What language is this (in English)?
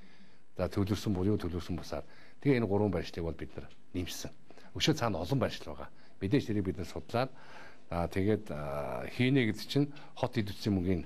Mongolian